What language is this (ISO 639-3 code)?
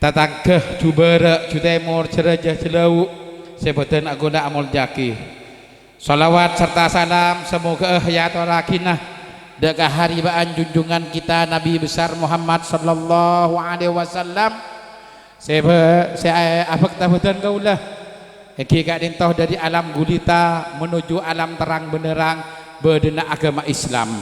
mad